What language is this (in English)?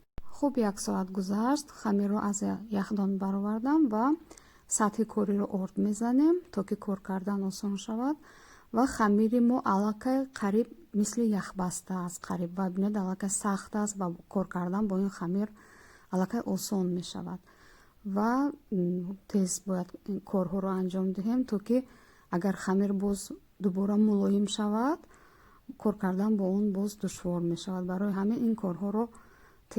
Tajik